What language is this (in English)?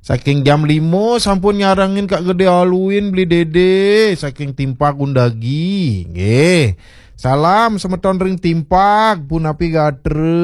Balinese